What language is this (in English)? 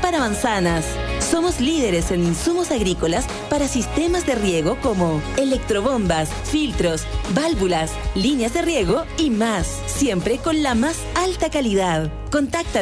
Spanish